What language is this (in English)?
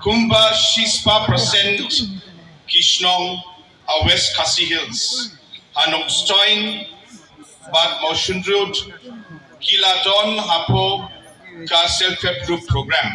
Khasi